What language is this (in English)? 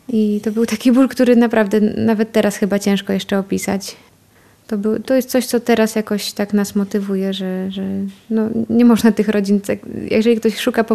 Polish